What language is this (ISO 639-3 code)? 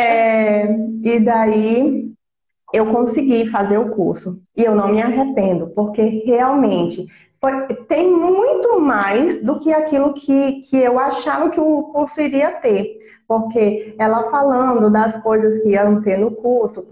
por